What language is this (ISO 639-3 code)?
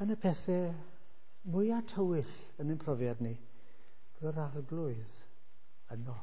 cym